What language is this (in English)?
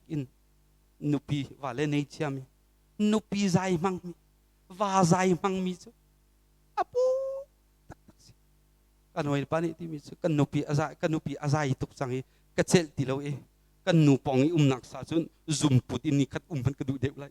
Hakha Chin